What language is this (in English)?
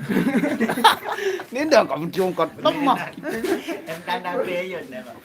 Sasak